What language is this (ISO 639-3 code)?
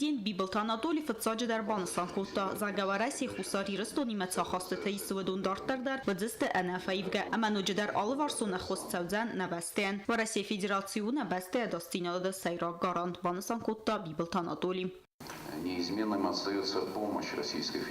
oss